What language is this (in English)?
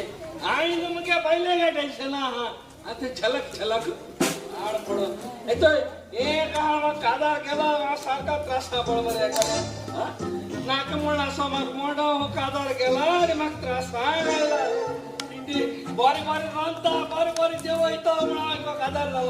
Konkani